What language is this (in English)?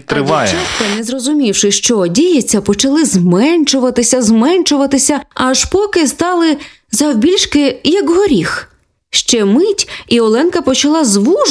Ukrainian